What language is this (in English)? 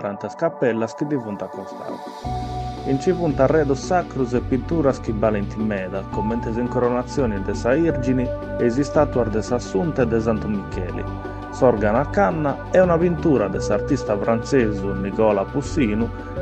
Sardinian